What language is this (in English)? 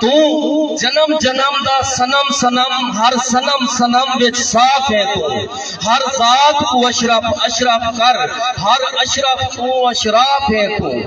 Saraiki